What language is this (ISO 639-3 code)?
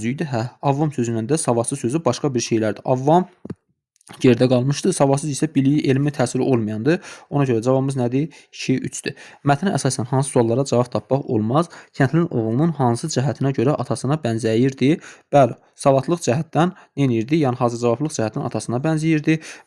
aze